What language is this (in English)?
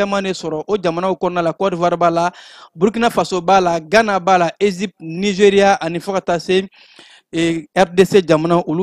Bambara